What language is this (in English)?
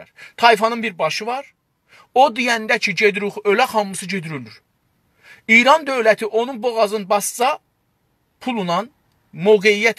South Azerbaijani